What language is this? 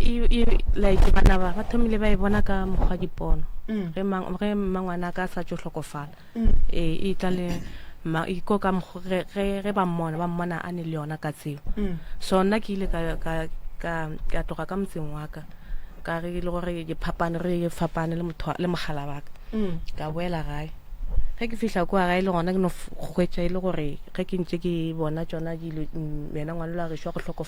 Northern Sotho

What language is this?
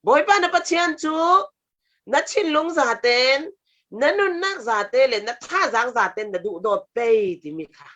Falam Chin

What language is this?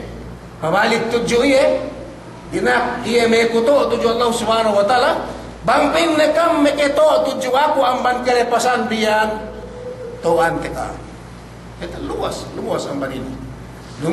Yakan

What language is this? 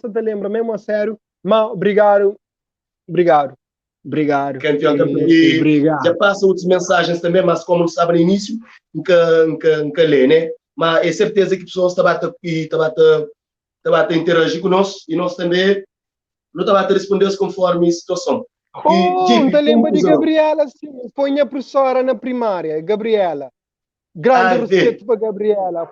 Kabuverdianu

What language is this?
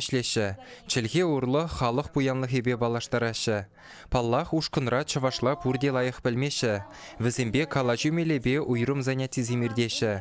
Chuvash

